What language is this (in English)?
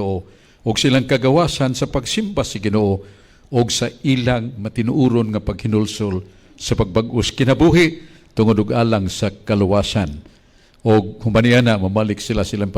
Cebuano